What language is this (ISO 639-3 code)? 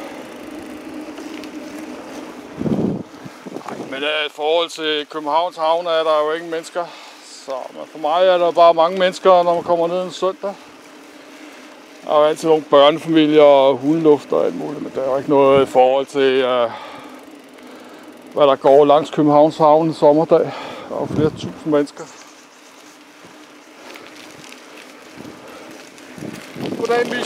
dan